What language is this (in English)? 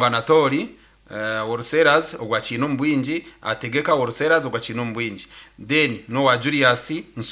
Nyankole